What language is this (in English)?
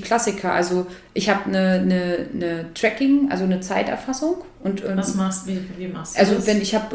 German